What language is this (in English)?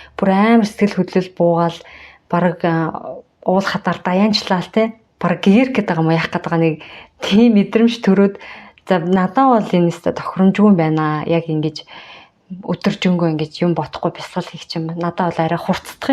Mongolian